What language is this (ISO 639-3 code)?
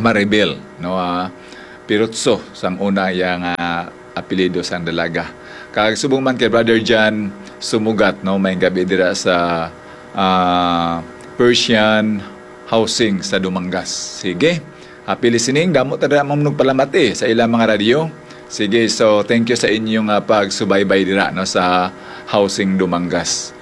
hil